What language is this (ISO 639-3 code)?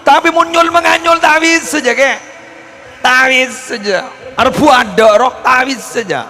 mad